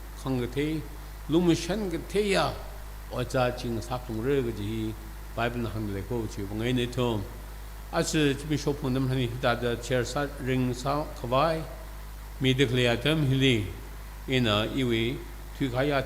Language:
Tangkhul Naga (India)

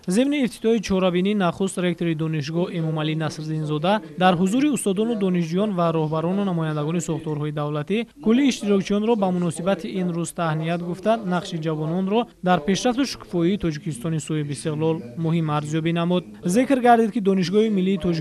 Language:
Tajik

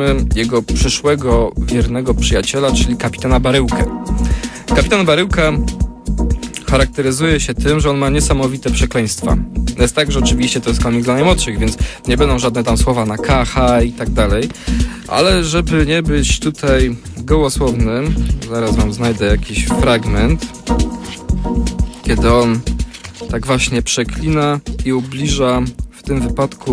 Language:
Polish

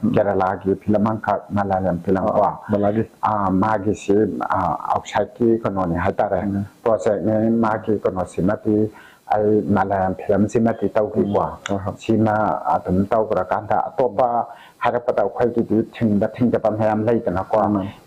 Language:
Manipuri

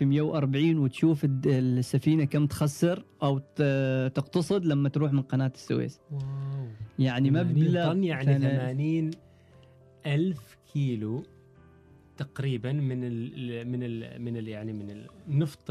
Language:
Gulf Arabic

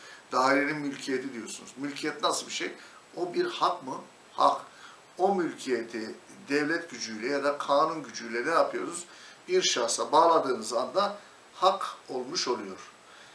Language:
Turkish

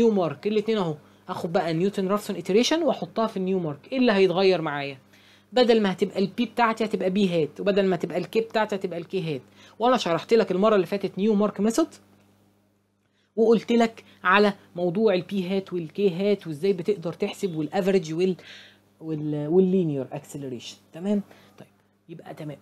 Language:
Egyptian Arabic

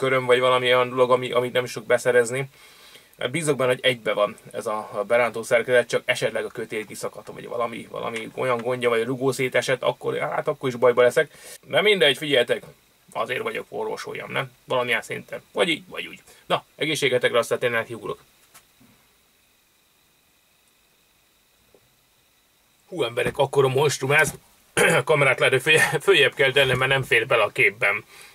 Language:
Hungarian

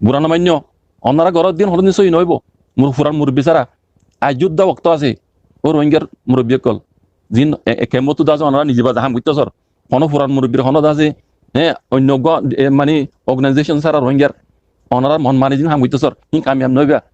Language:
Rohingya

